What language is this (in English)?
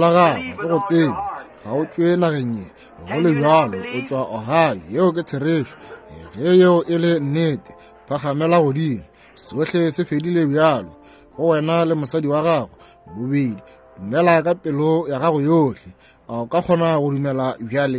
Northern Sotho